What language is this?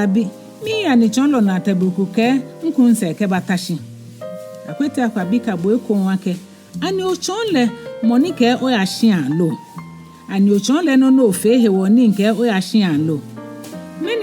Ga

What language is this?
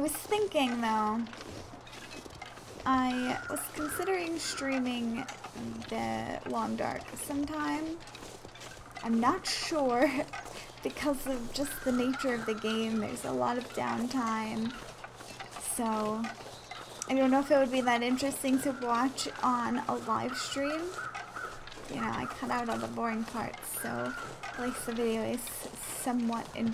English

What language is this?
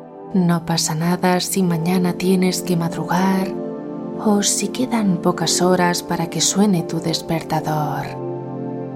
Spanish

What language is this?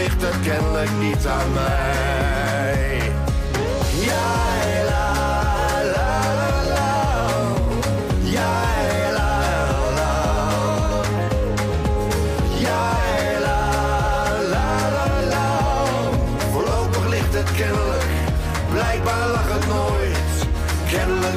Dutch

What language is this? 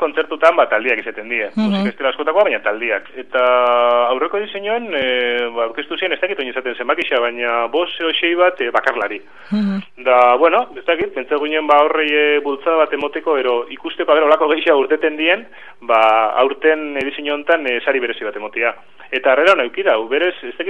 Basque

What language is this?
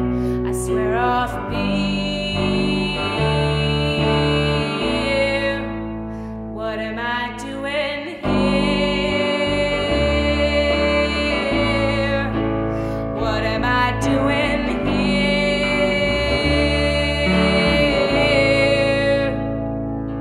English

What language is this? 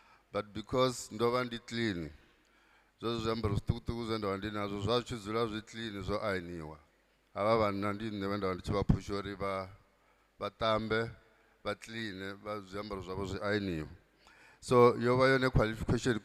Venda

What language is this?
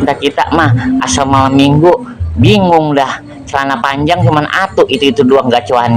Betawi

